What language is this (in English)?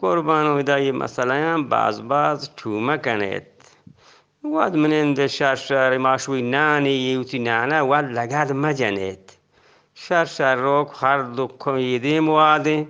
Eastern Balochi